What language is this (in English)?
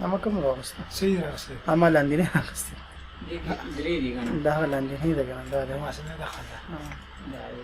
Pashto